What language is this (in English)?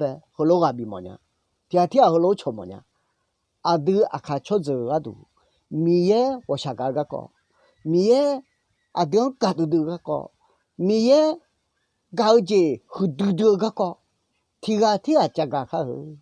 Akha